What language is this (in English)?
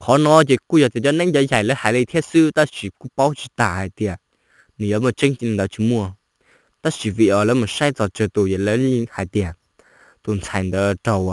Hmong